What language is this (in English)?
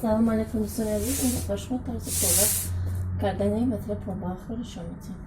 Tajik